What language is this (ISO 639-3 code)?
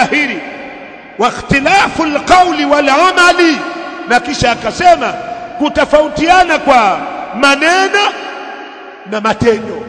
swa